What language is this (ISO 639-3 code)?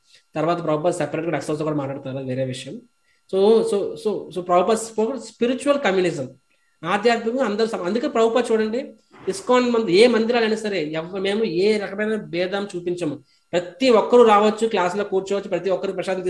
tel